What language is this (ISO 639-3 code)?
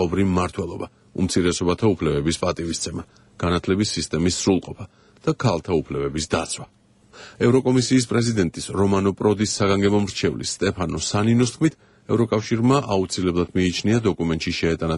kat